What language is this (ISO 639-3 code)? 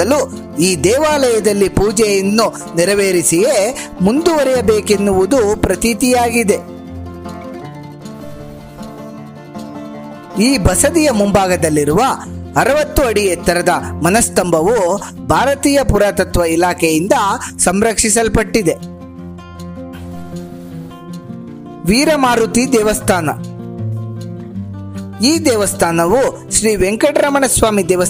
kan